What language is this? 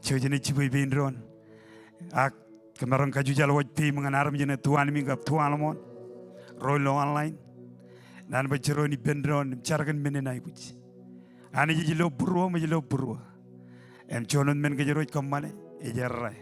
Marshallese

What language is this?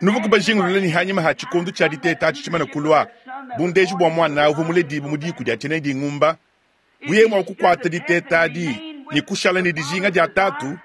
Luba-Lulua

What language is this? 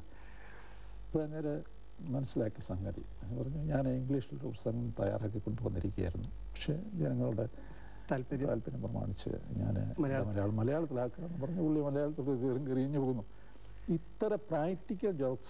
Malayalam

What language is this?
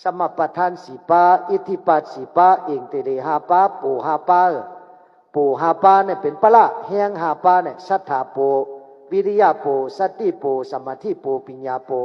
Shan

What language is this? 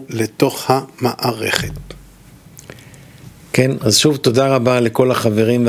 Hebrew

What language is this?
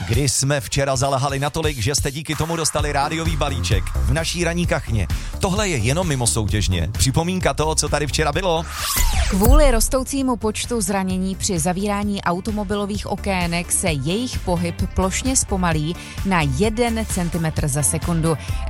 Czech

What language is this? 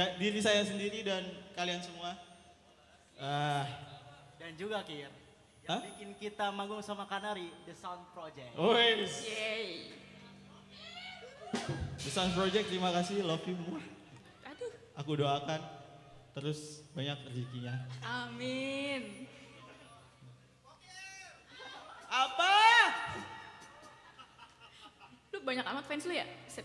Indonesian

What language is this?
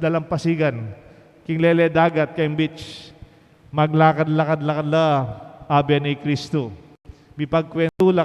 Pampanga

